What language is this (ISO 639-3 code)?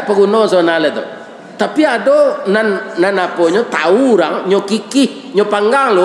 min